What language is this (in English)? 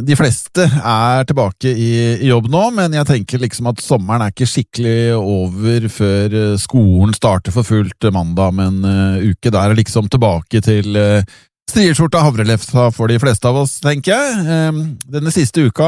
Norwegian